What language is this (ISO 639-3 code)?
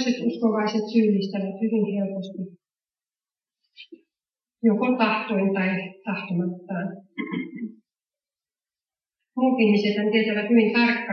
fin